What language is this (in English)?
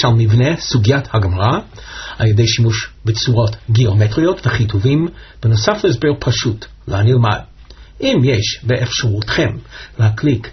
Hebrew